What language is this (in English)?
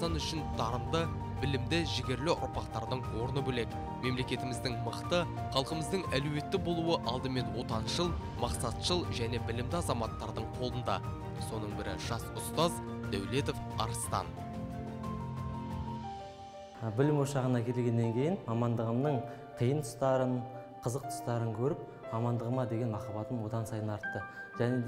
Kazakh